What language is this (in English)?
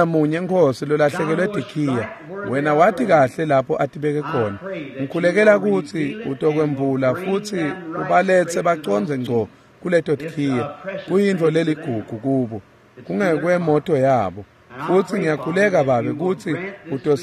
Swati